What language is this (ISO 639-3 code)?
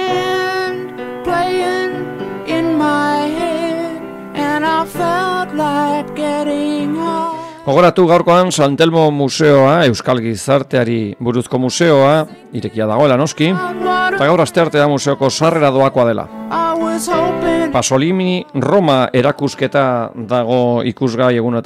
eus